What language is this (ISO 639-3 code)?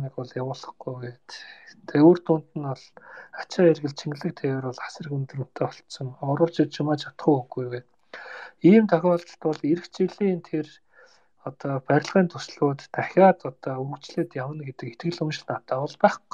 mon